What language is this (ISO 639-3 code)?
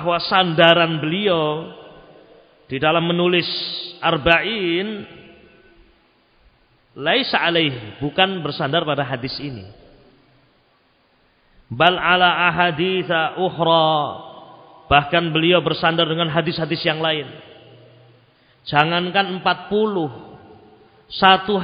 ind